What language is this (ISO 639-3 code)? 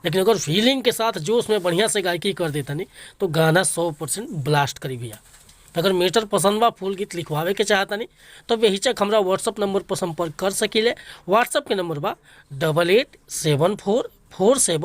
bho